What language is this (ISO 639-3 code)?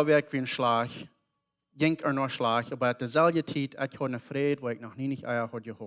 pdt